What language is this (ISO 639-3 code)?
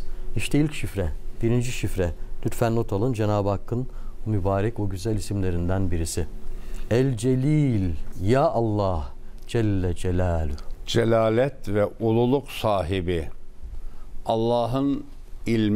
tur